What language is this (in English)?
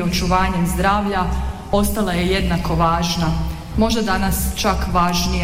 Croatian